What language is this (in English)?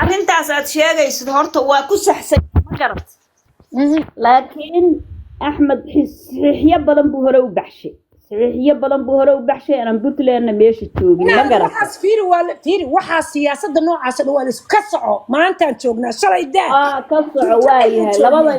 Somali